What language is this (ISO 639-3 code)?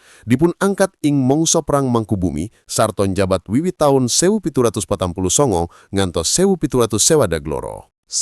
jav